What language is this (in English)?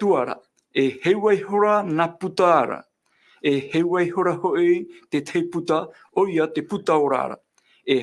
Tahitian